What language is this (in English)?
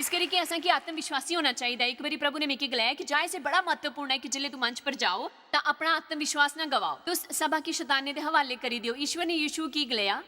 Dogri